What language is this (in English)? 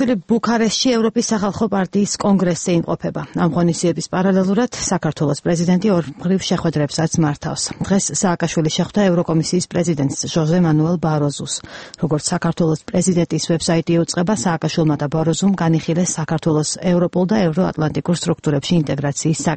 Georgian